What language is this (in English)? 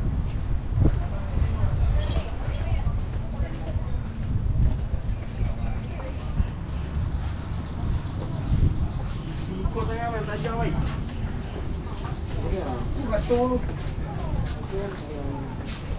Malay